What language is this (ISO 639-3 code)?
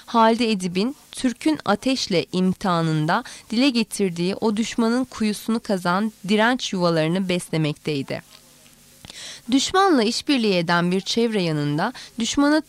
tur